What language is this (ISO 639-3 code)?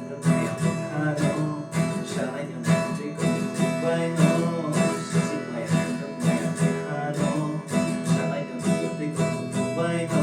trp